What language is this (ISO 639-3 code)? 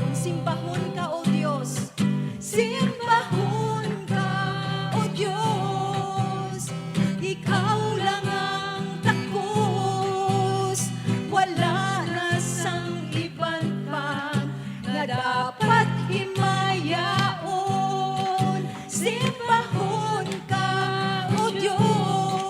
hil